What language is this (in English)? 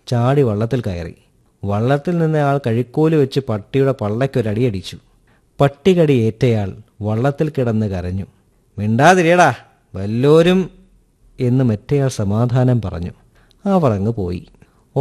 Malayalam